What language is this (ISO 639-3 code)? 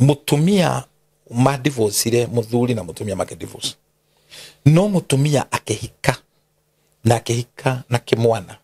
kik